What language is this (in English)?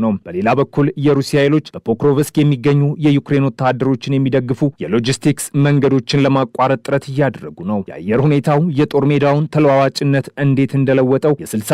Amharic